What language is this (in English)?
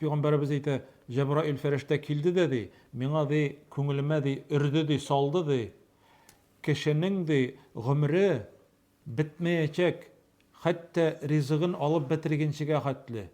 Tatar